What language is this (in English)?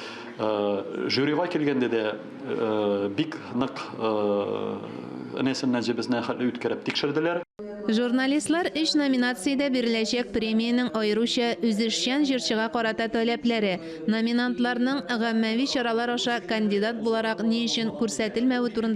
Tatar